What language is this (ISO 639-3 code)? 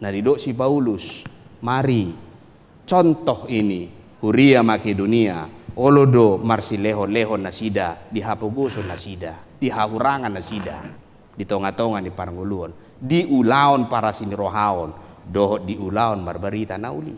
bbc